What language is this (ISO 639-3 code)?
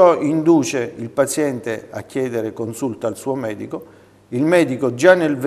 ita